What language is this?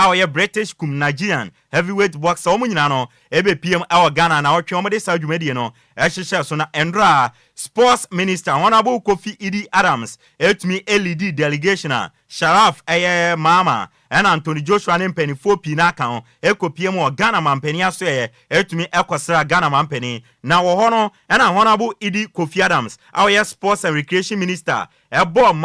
Akan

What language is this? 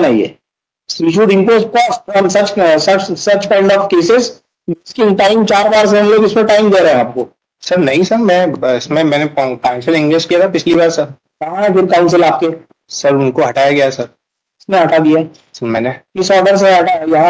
Hindi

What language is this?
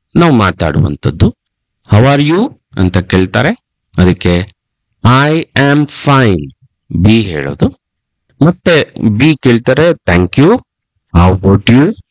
Kannada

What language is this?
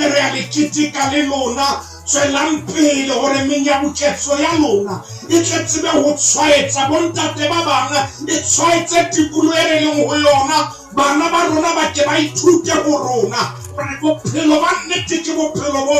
Southern Sotho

